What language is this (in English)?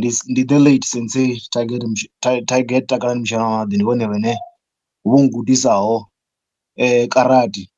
Venda